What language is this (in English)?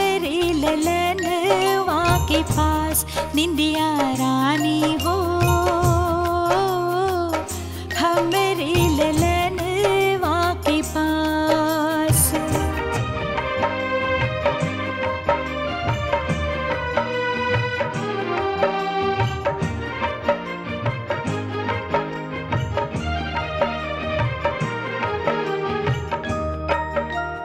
Bhojpuri